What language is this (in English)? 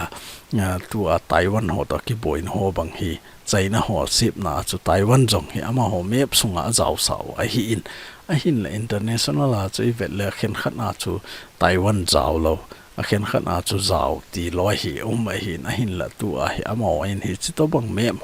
Thado Chin